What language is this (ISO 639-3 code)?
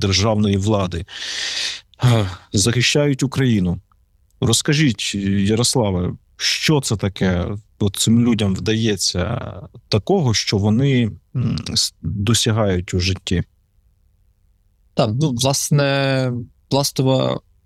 ukr